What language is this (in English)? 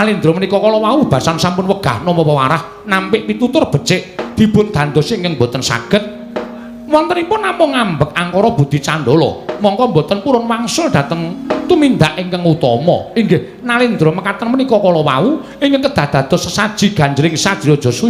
Javanese